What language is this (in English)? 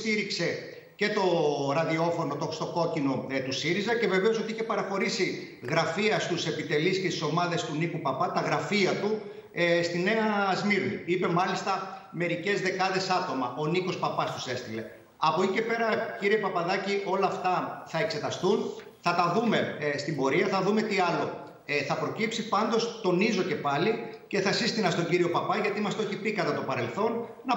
Greek